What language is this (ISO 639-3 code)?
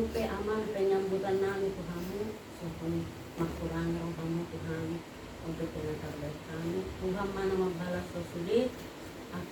bbc